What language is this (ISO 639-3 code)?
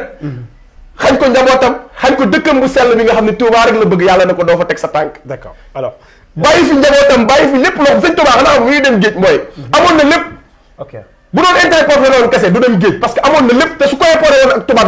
wol